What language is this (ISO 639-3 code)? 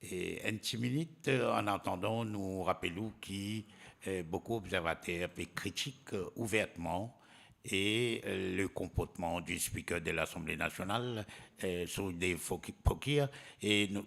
mfe